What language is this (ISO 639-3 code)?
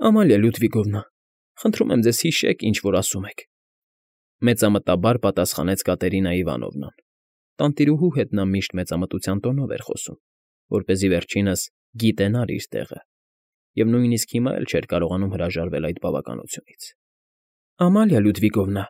hye